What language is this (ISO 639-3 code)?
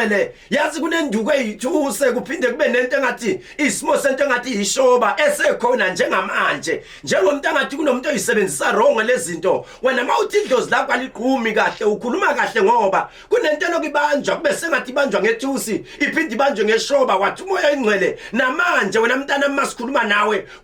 zul